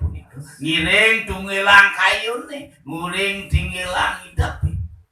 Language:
Balinese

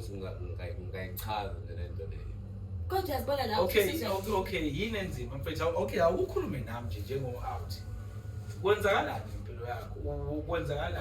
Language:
Zulu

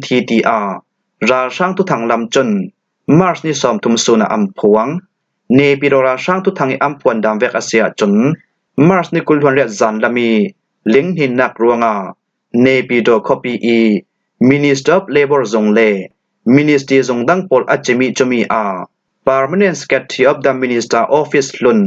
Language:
Falam Chin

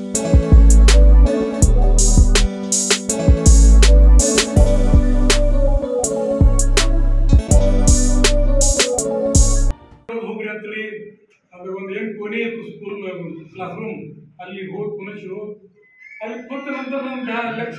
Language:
Kannada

